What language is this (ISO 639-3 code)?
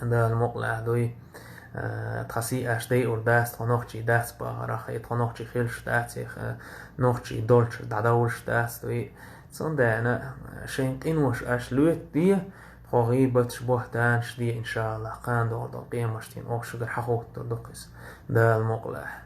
che